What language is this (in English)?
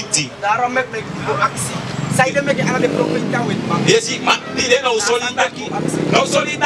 Sranan Tongo